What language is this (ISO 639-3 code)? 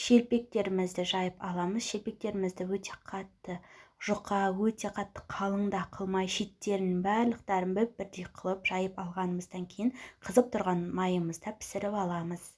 kaz